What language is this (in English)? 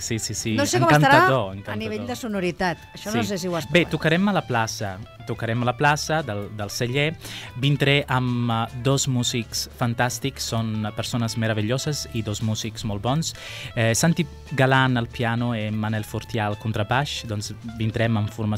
Catalan